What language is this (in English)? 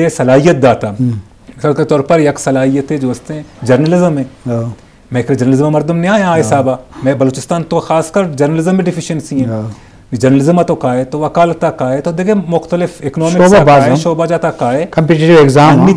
Eastern Balochi